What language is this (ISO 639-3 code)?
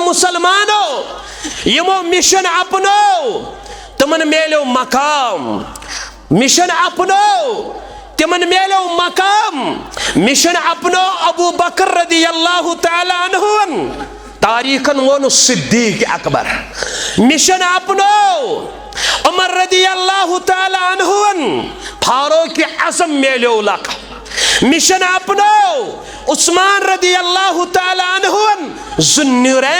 kas